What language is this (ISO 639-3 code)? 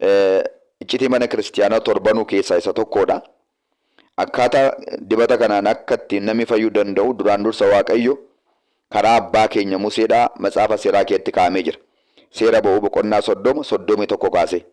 orm